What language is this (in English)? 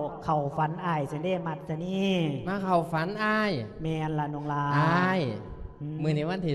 Lao